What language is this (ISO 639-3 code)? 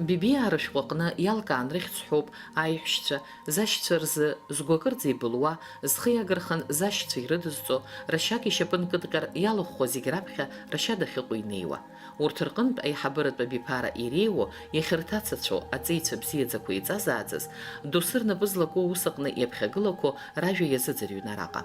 abk